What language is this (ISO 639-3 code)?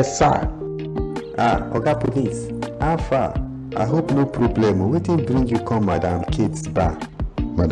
pcm